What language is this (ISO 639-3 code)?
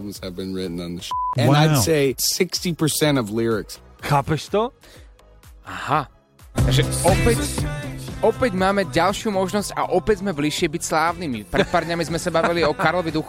slk